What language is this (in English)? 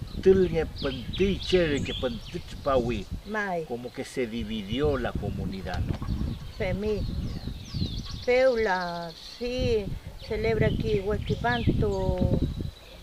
Mapuche